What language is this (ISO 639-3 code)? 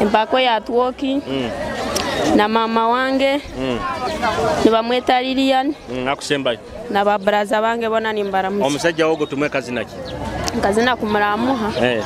nyo